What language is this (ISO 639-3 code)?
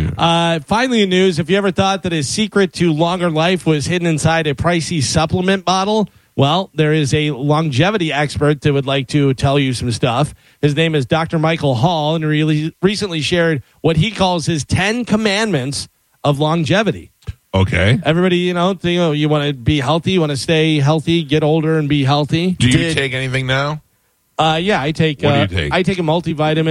eng